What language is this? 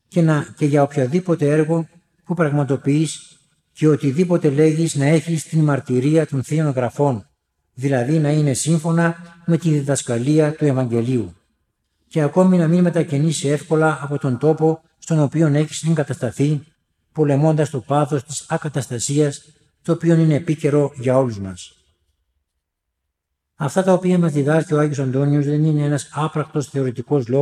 Greek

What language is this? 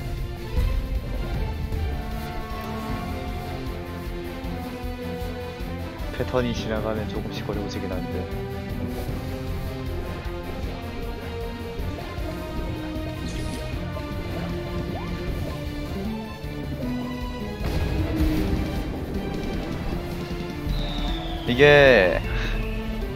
Korean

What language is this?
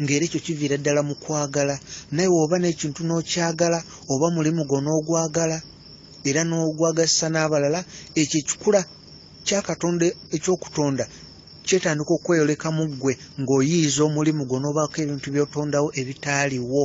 Ganda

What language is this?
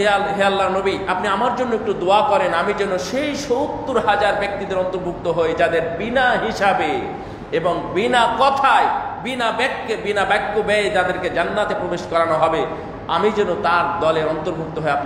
Bangla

